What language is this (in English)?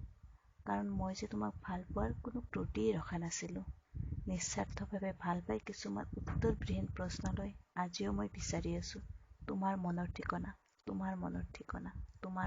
Assamese